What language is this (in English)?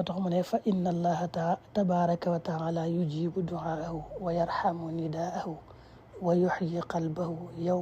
Wolof